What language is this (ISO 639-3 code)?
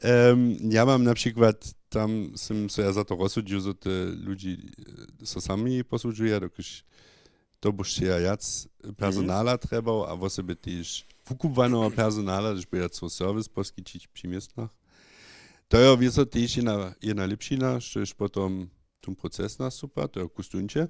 hsb